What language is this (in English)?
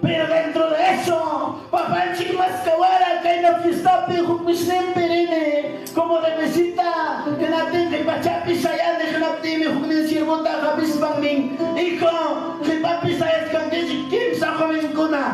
Ayacucho Quechua